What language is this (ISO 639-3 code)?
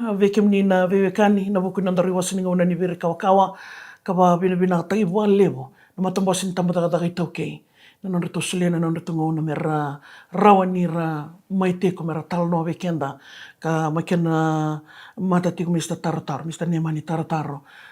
fij